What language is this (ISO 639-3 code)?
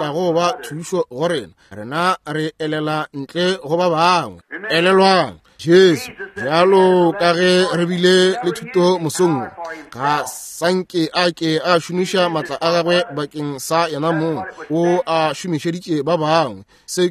nso